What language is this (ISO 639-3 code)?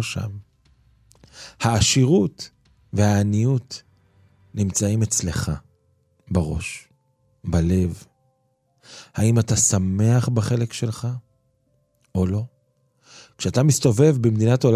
heb